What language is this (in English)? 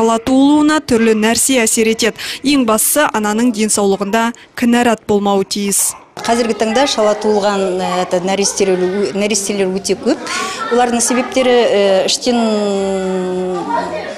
Kazakh